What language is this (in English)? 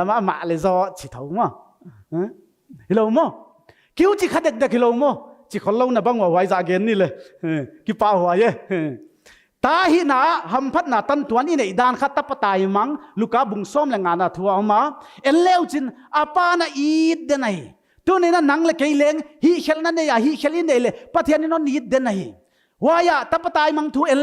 Paite Chin